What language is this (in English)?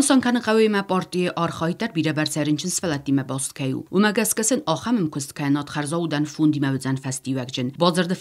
Ossetic